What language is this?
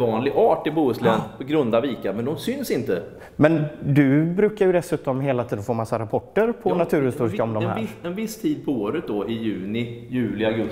Swedish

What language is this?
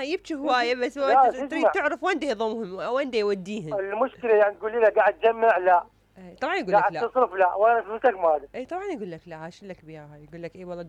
Mesopotamian Arabic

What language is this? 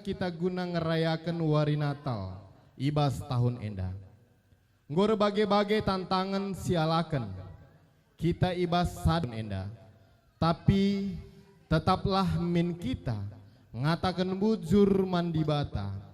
Batak Karo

